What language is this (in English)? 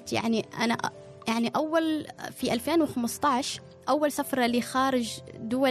Gulf Arabic